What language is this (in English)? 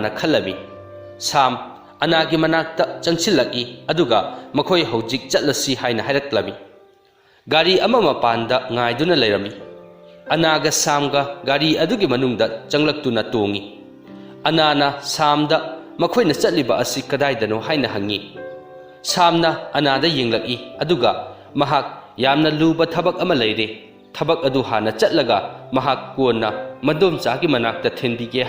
Manipuri